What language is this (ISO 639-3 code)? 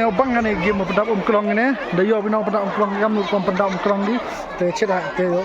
kha